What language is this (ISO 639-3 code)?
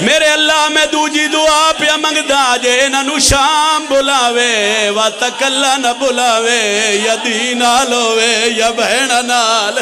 phr